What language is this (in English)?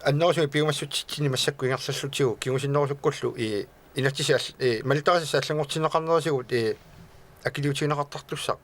Kalaallisut